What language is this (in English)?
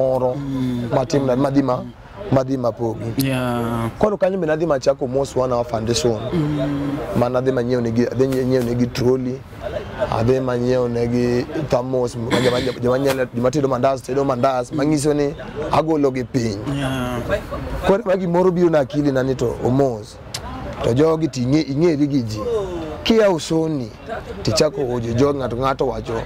Luo (Kenya and Tanzania)